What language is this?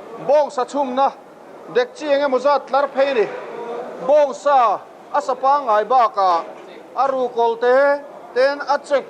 Mizo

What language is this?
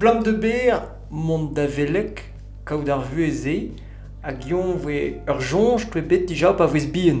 Breton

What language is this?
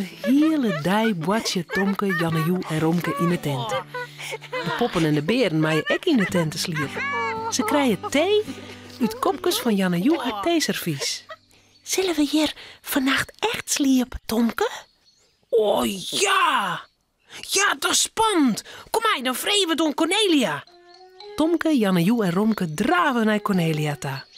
Western Frisian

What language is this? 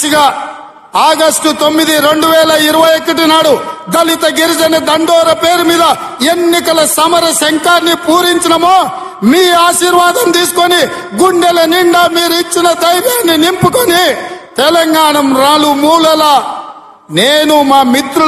Telugu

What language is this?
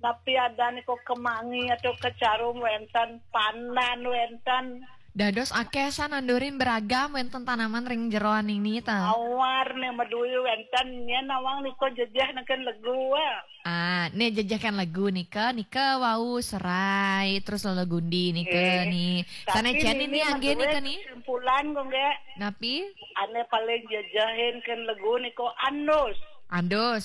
Balinese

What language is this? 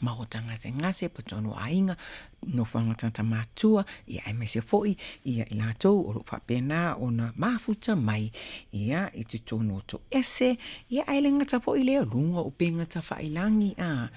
Samoan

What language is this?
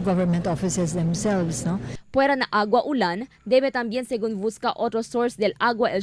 Chavacano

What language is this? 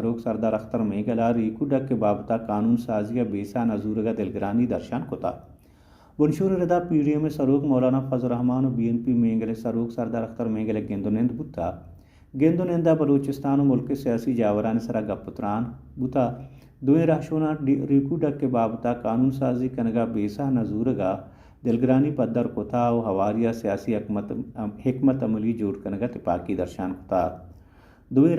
Baluchi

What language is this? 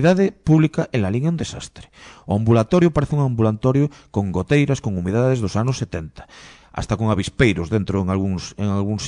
Galician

